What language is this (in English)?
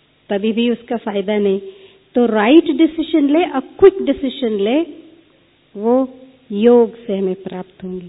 Hindi